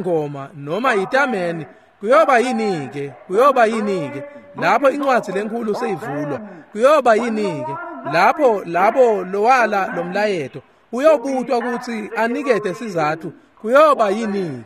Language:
Swati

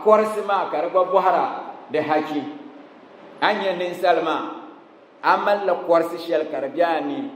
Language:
Dagbani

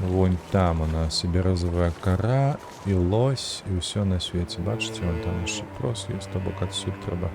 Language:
Belarusian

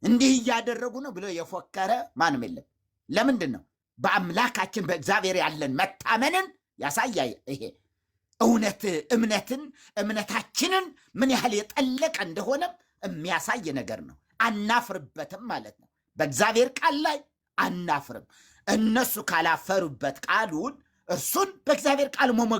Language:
Amharic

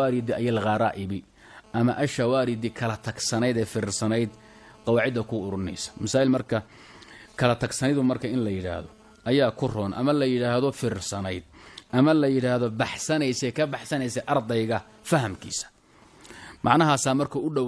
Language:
Somali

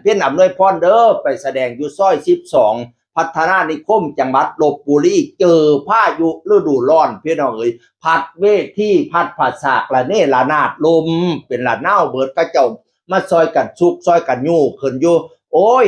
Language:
Northeastern Thai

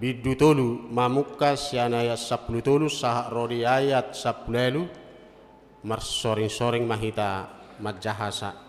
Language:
Batak Toba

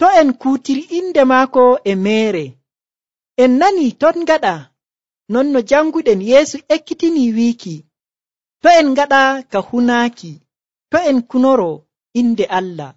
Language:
Nigerian Fulfulde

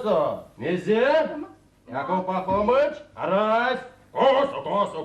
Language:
Erzya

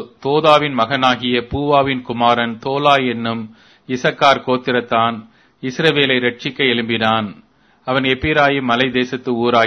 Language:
Tamil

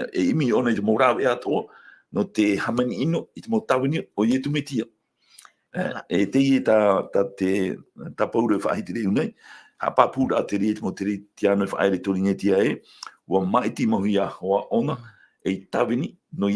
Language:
Tahitian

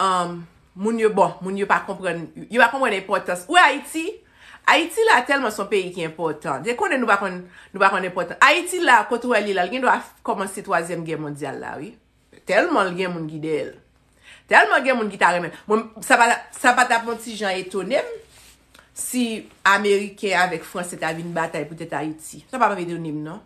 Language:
Haitian Creole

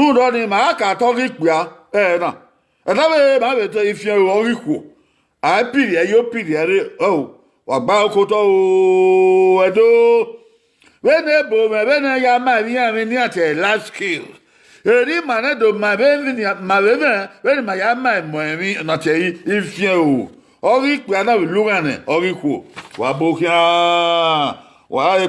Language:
Bini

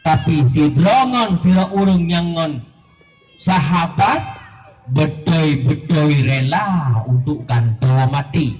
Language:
Achinese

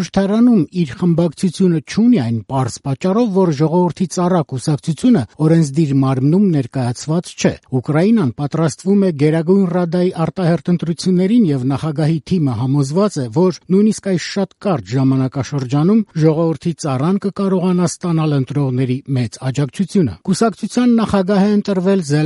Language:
Armenian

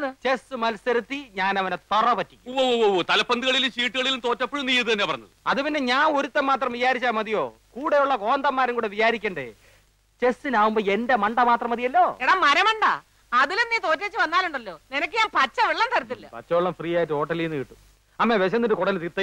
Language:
Malayalam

